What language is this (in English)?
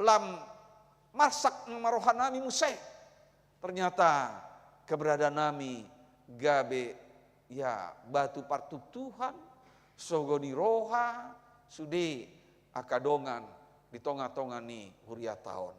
Batak Toba